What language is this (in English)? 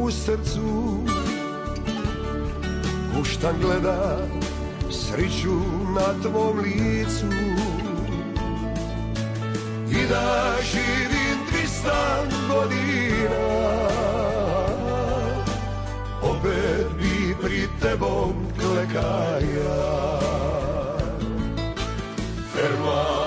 Croatian